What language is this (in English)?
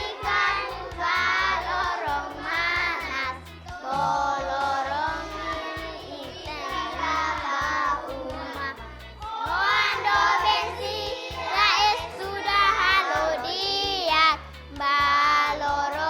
Tetum